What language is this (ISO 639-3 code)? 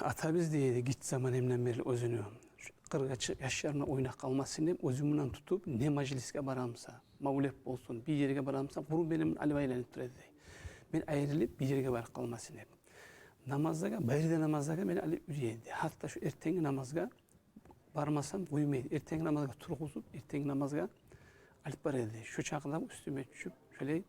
kum